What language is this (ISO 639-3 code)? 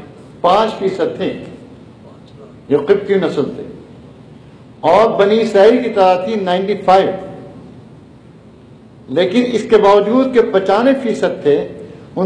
urd